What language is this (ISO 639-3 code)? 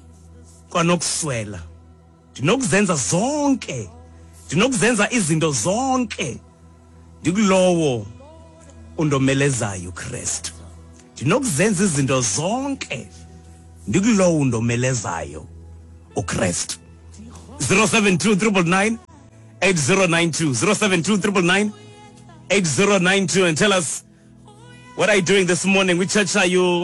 xho